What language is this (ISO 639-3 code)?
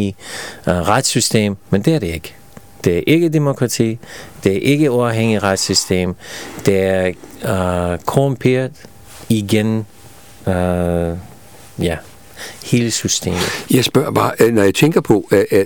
dan